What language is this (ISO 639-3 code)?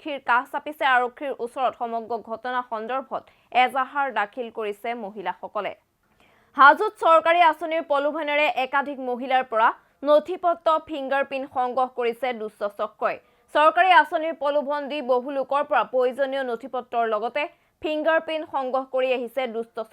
asm